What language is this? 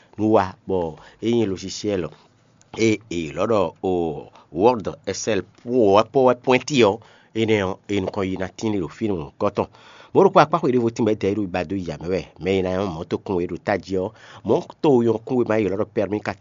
Fon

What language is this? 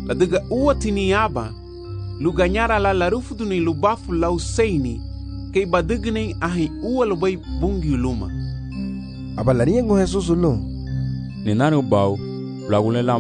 Garifuna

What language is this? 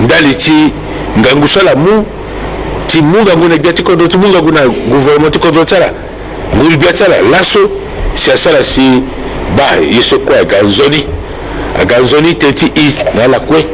Sango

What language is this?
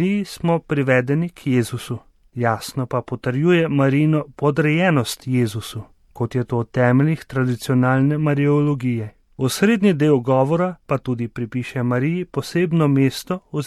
Slovenian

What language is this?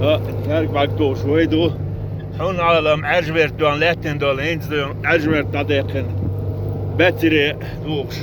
Chechen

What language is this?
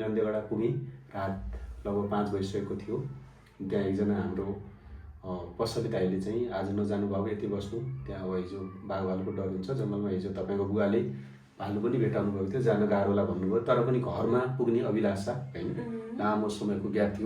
Nepali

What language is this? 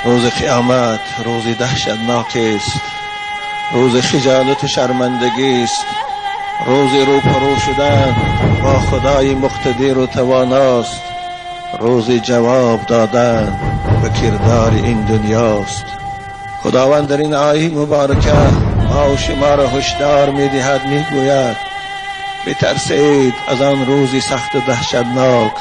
Tajik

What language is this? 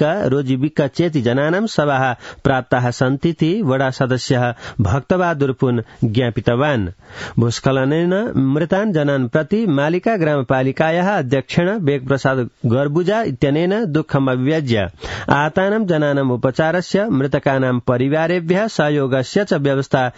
Sanskrit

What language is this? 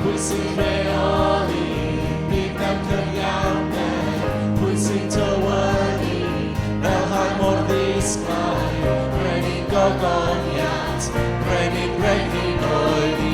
Welsh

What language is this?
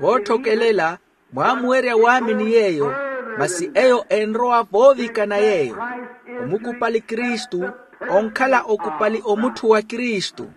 Makhuwa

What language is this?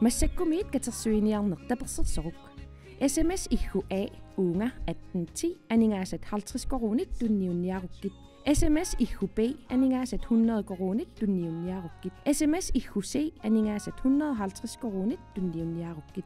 Kalaallisut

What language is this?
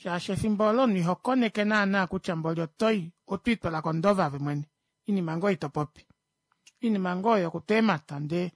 Kuanyama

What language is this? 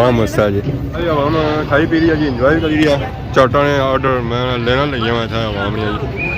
Pahari-Potwari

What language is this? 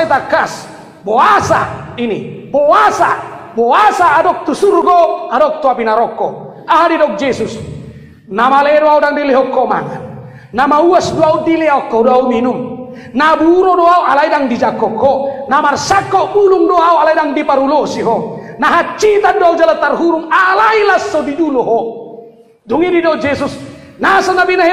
Batak Toba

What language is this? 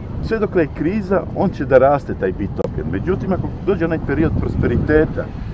Serbian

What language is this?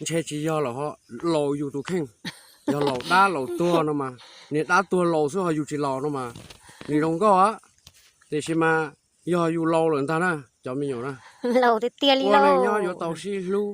Hmong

